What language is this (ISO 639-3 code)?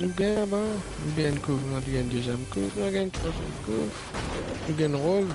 mfe